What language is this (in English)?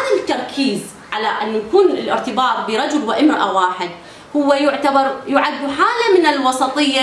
Arabic